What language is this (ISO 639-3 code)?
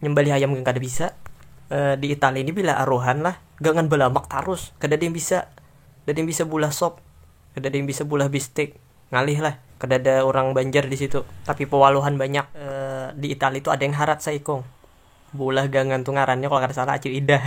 bjn